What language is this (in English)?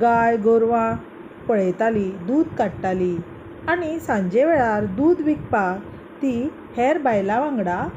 Konkani